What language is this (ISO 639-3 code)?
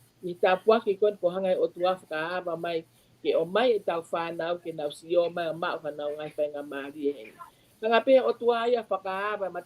ton